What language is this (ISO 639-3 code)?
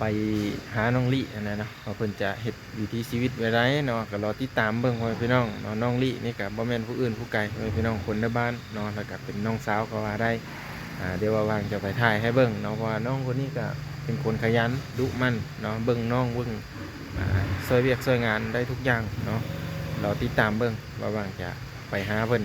lao